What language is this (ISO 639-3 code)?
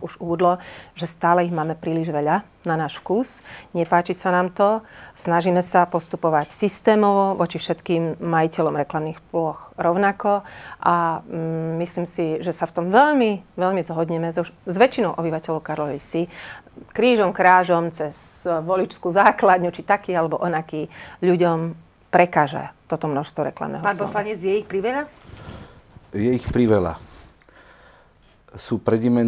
slk